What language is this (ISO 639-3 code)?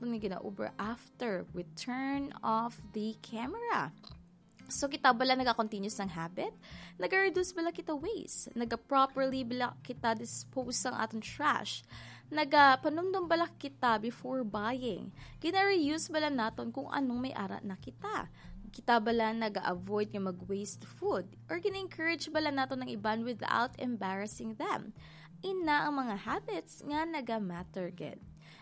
hil